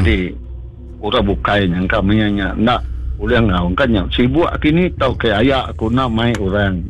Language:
Iban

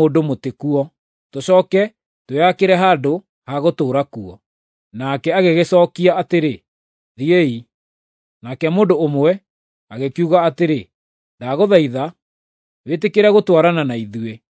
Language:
Kikuyu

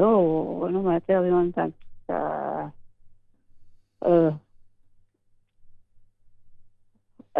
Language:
Norwegian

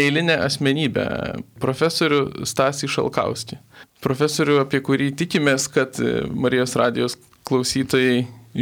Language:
Lithuanian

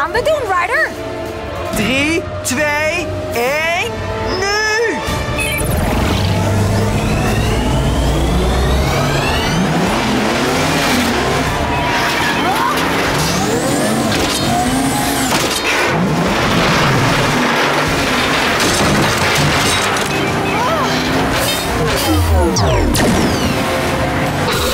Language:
Dutch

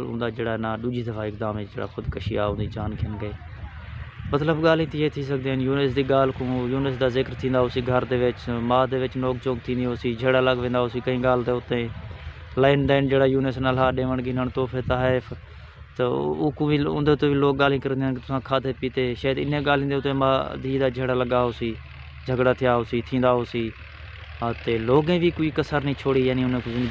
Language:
Saraiki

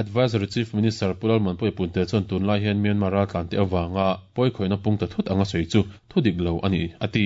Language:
Mizo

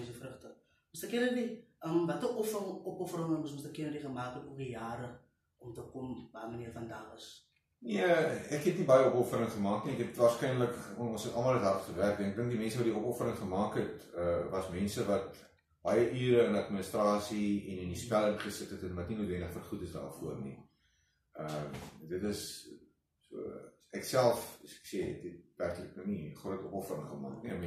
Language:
Afrikaans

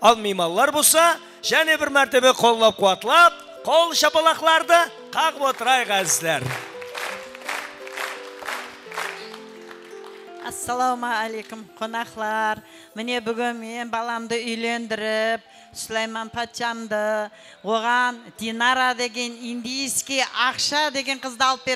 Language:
Kara-Kalpak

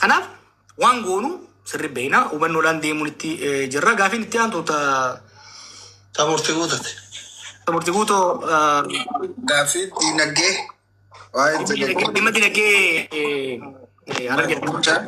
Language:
Oromo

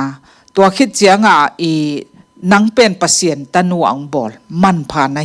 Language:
Tedim Chin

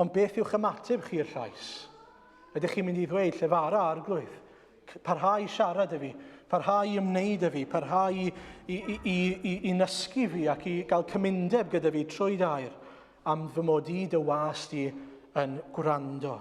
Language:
Welsh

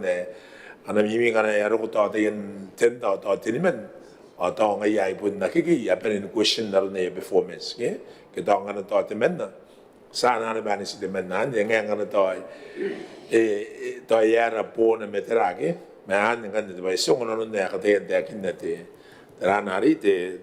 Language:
Gilbertese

